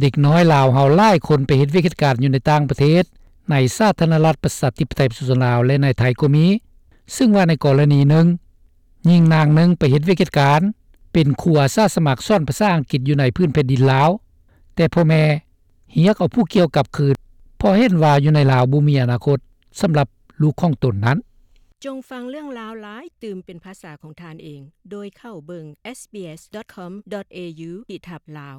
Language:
Lao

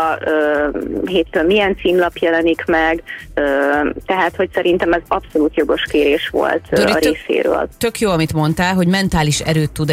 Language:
Hungarian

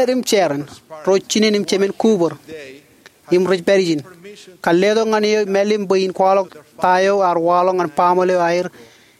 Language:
Marshallese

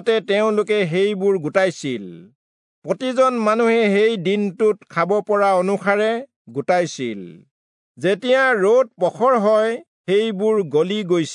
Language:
Assamese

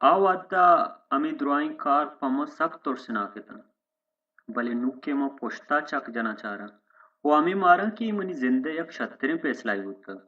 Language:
Baluchi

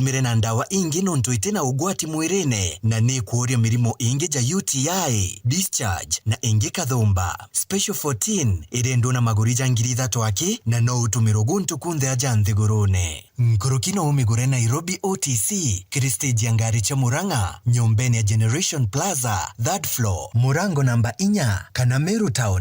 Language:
Meru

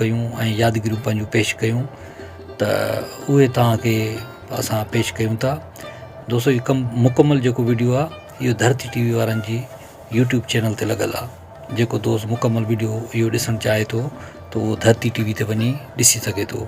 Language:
Sindhi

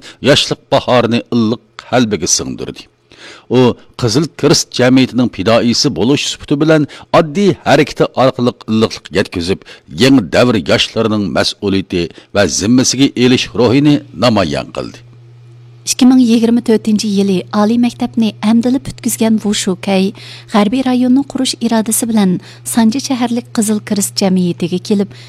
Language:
Uyghur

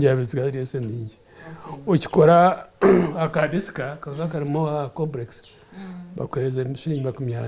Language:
Nyankole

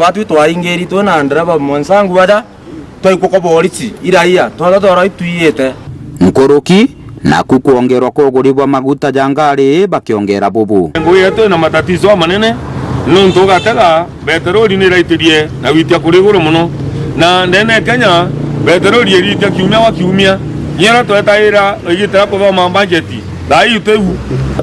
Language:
Meru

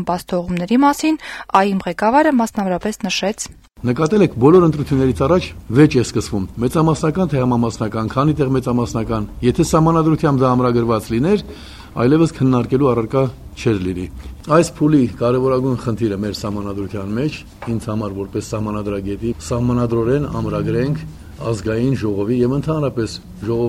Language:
Armenian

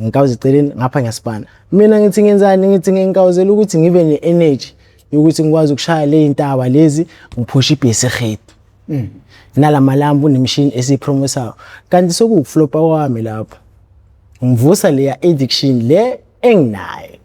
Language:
Zulu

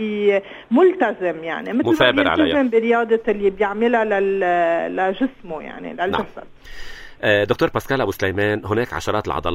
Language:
North Levantine Arabic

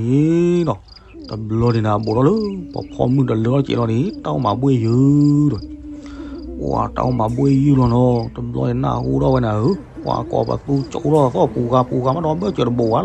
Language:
S'gaw Karen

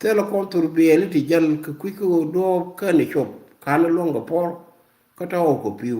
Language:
Nuer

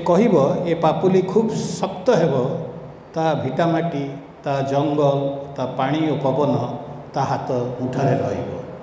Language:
Odia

